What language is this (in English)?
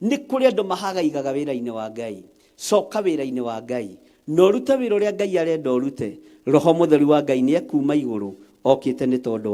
Kikuyu